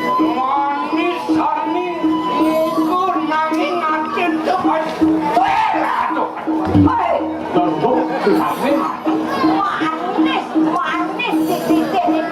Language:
Balinese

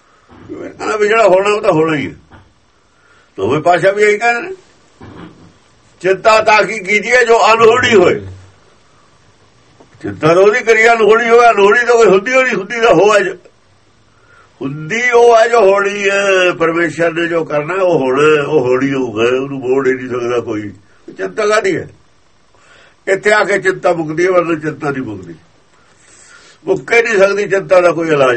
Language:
Punjabi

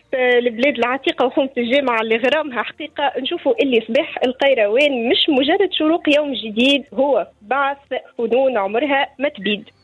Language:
Tunisian Arabic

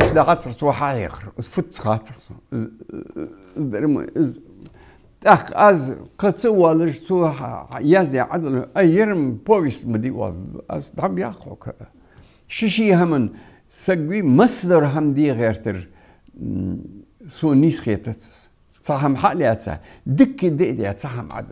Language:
Ingush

